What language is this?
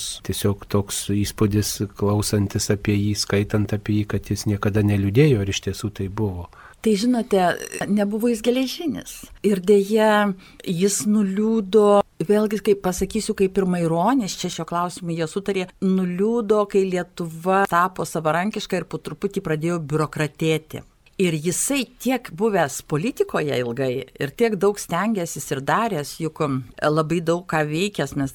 Lithuanian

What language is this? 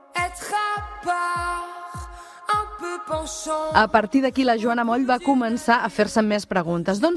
Catalan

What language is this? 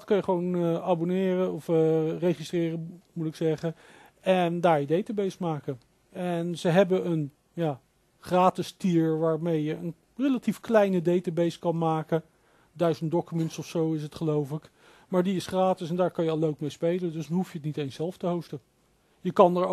Dutch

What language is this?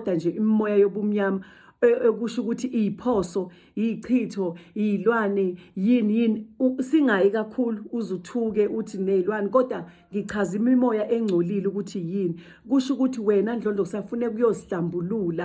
Zulu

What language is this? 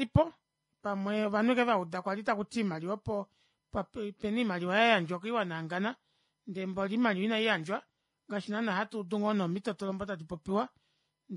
Kuanyama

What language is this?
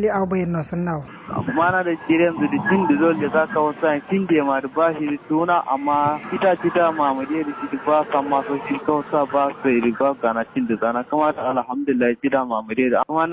Kanuri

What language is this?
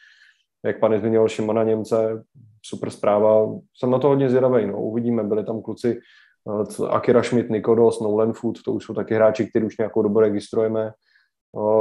Czech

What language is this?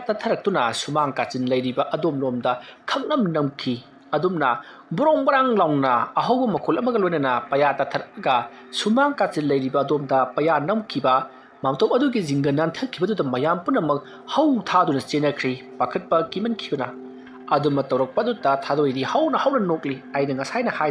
Manipuri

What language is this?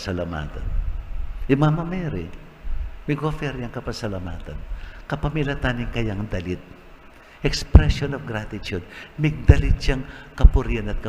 Pampanga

